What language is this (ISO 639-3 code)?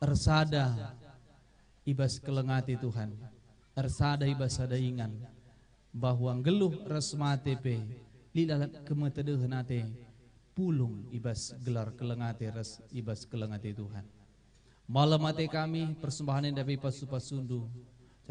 btx